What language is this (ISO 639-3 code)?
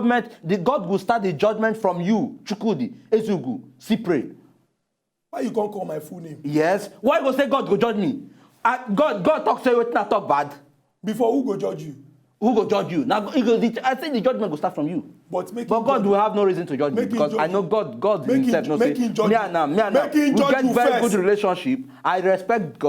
pcm